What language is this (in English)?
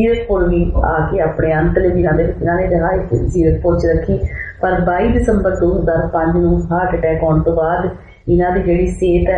Punjabi